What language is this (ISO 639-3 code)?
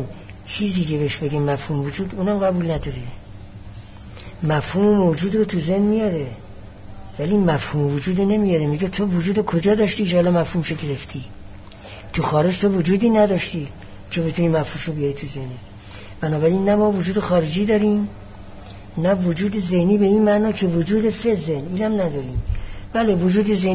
fas